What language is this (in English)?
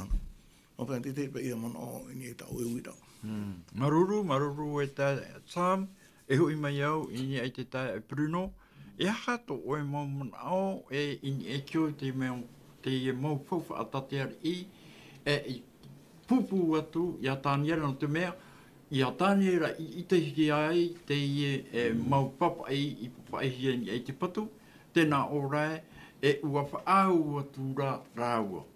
Tahitian